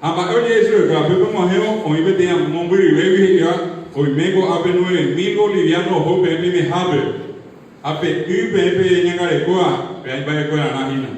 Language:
Guarani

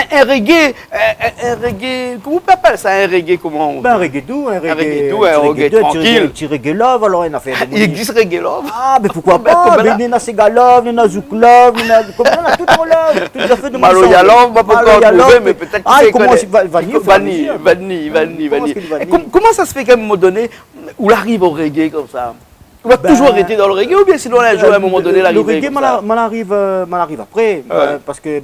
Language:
Réunion Creole French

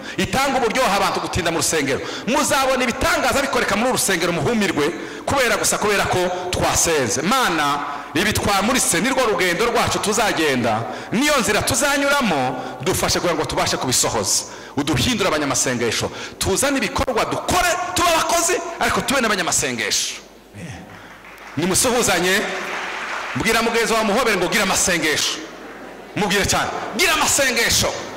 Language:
Kinyarwanda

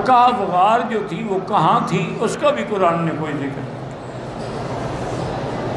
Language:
Urdu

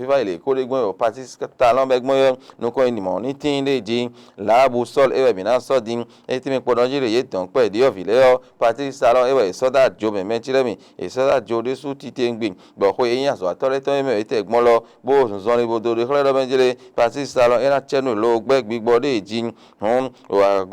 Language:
Fon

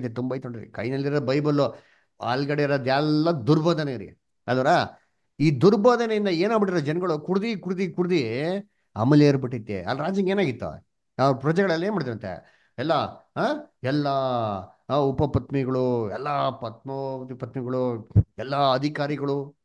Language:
Kannada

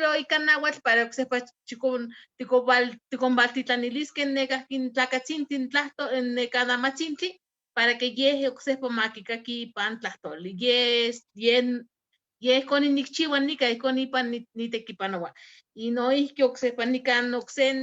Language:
Eastern Huasteca Nahuatl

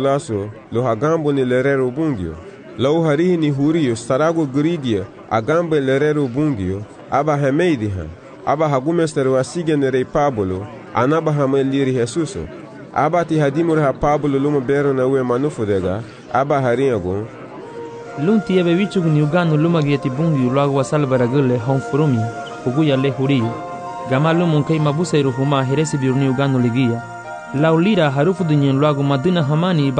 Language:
Garifuna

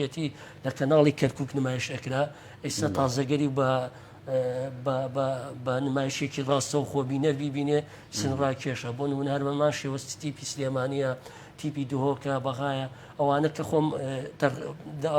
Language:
Central Kurdish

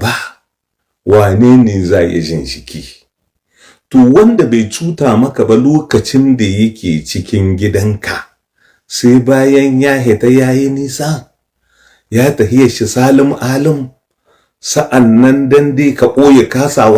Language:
Hausa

